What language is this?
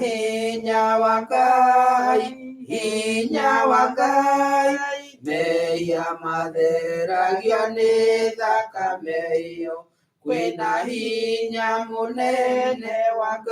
Kikuyu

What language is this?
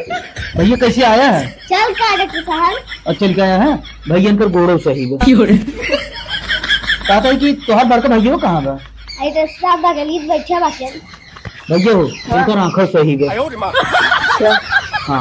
Awadhi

